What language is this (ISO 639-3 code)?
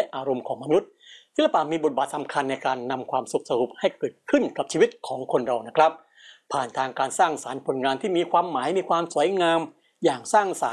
tha